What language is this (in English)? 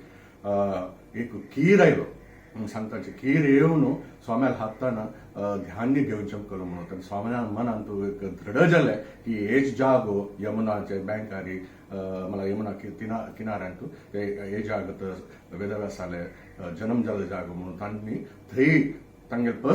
Konkani